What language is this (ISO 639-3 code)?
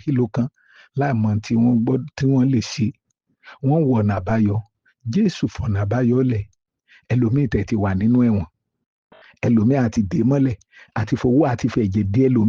yor